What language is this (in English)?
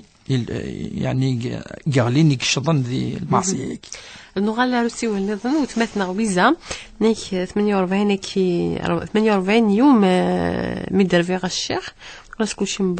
Kabyle